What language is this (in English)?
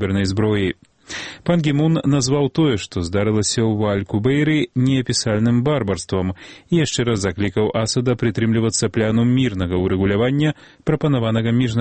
Belarusian